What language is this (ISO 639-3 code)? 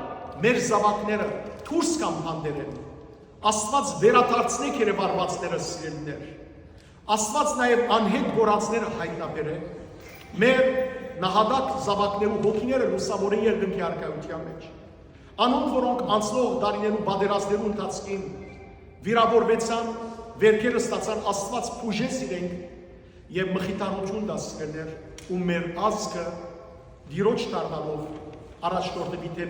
hyw